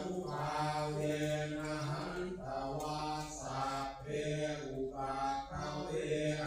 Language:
Pali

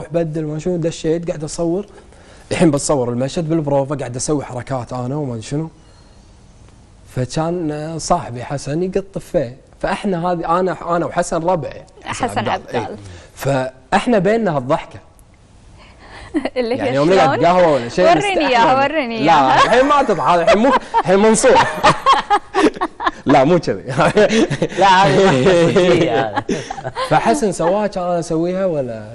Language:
Gulf Arabic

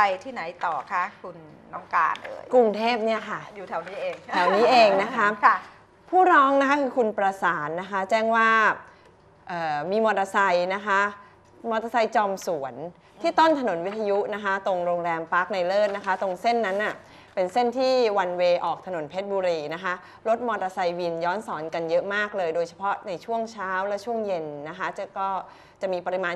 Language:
Thai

